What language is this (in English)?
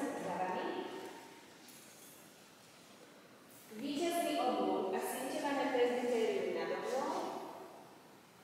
Slovak